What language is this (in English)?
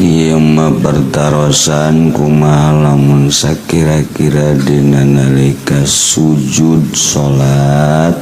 Sundanese